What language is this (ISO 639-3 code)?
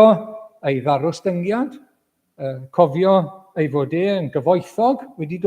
cym